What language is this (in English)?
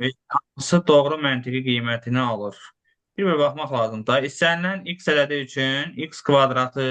Azerbaijani